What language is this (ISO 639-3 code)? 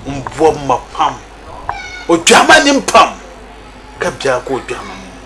dag